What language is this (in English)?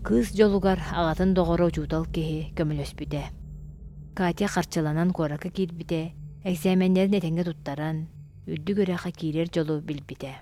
Yakut